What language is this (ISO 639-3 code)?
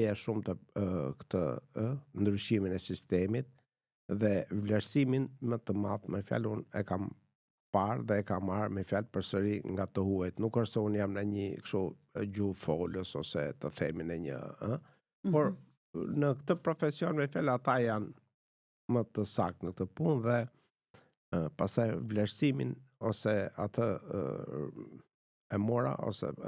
sqi